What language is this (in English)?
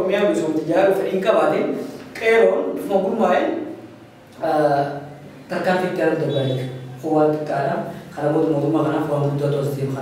Oromo